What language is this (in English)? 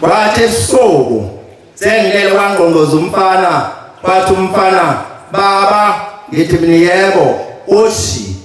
Zulu